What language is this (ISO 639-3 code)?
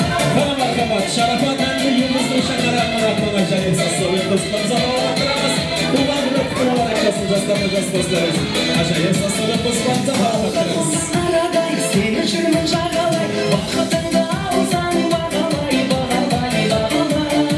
kaa